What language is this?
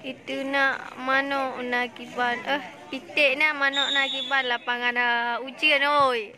Achinese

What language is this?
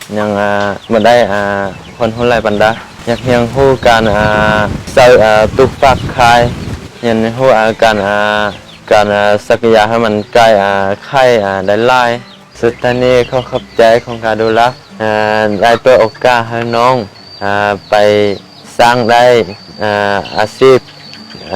Lao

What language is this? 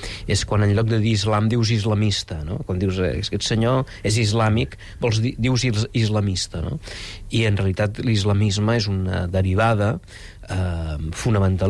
Catalan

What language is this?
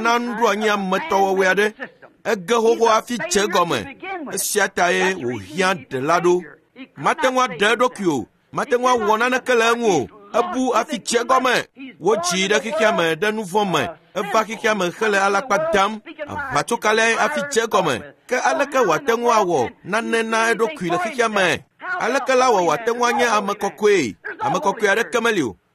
Ewe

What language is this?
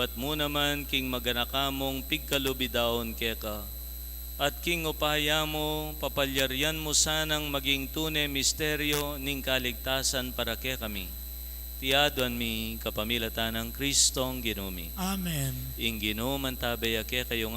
Pampanga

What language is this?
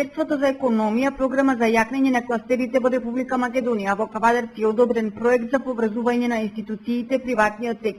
Macedonian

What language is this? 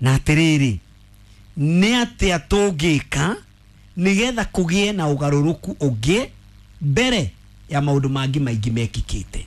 Kikuyu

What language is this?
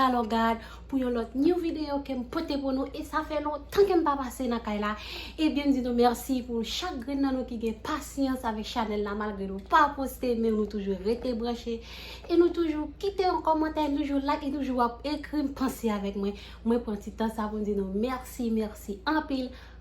Haitian Creole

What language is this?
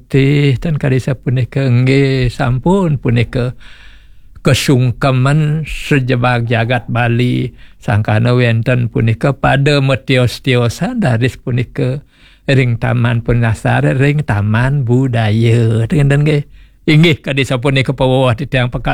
Balinese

